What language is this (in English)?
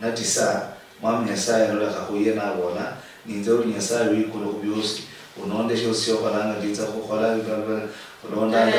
Luyia